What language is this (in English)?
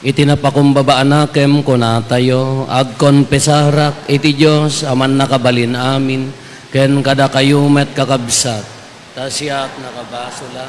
Iloko